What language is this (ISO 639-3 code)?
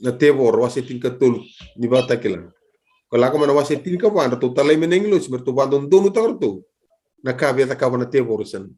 fij